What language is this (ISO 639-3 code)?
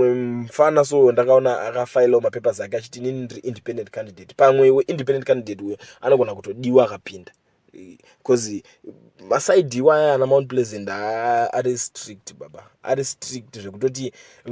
sna